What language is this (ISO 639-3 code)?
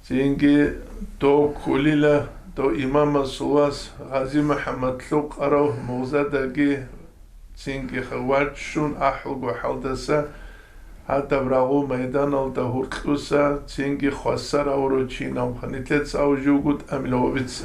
ava